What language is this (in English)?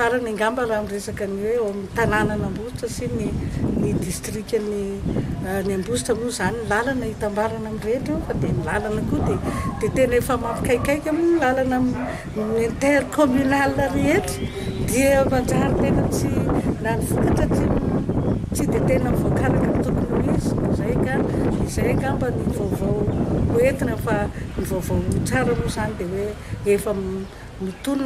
Malagasy